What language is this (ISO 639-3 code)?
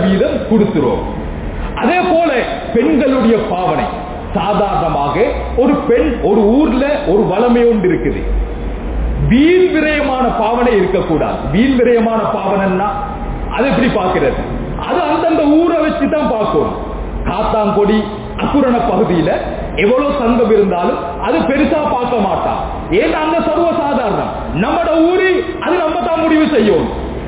tam